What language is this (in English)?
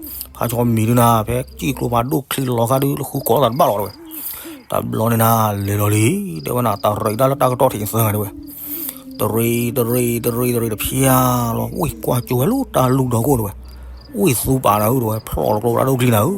S'gaw Karen